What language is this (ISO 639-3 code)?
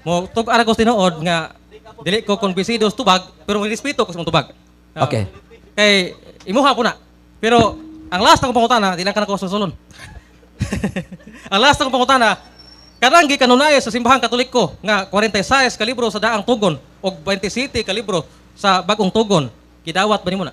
ceb